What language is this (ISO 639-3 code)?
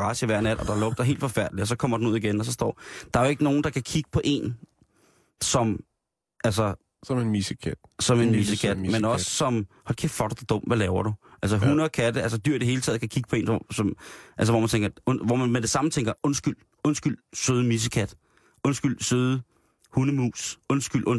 dan